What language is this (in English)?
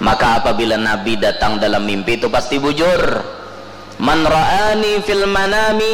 Banjar